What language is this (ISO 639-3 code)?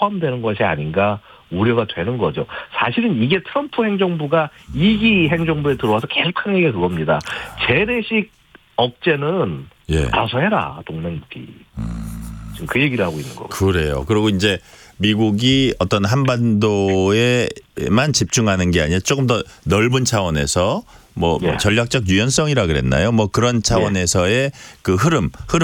kor